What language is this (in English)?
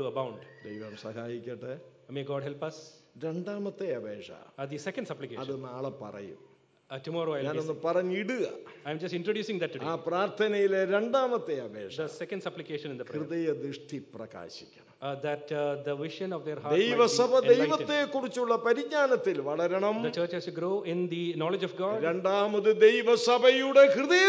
Malayalam